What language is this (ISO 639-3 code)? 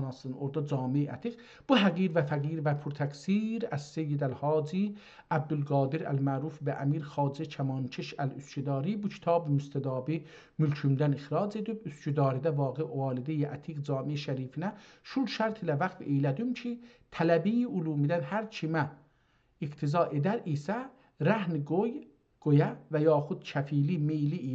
azb